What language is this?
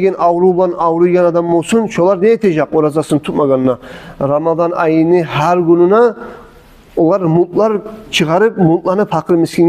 Kumyk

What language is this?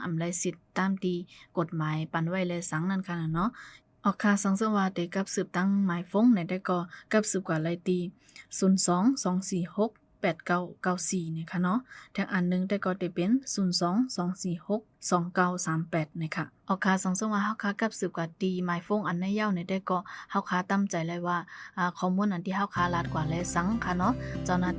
Shan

